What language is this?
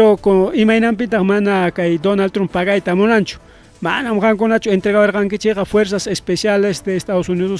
Ayacucho Quechua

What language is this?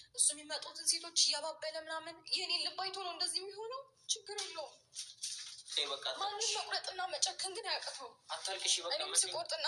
Amharic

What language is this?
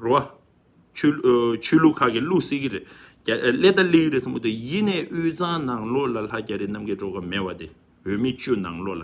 Tibetan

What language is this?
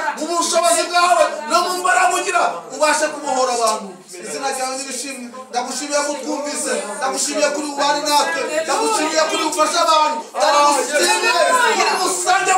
Kinyarwanda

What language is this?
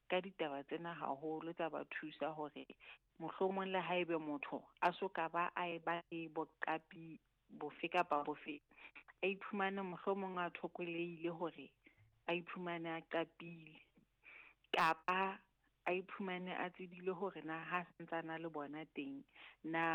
Southern Sotho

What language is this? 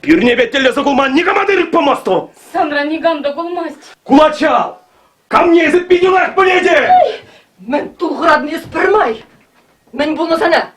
Chuvash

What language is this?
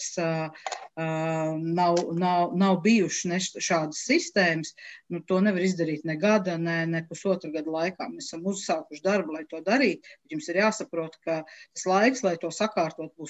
Latvian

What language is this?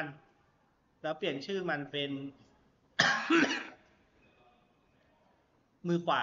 Thai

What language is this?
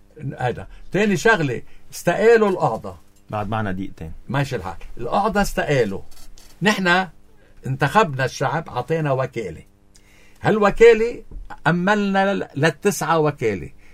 North Levantine Arabic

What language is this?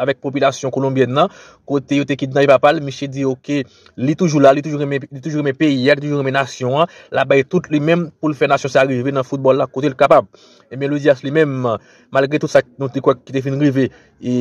Haitian Creole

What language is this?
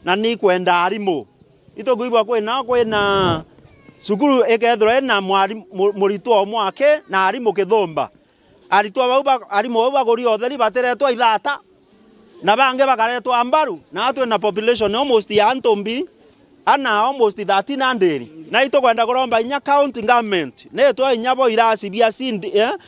Meru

